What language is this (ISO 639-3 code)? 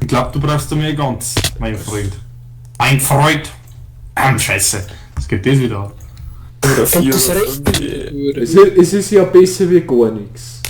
bar